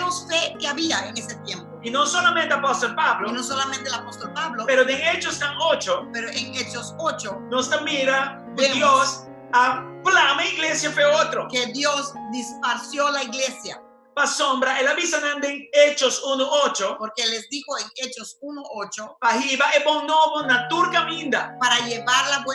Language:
Papiamento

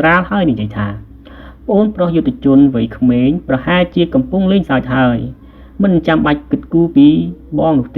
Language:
Khmer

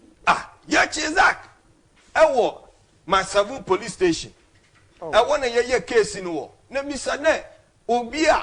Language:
Akan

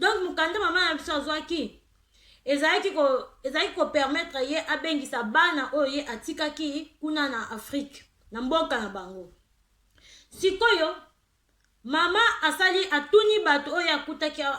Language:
Lingala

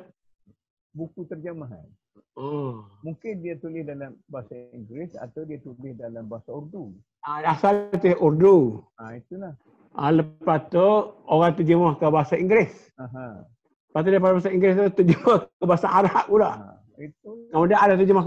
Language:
Malay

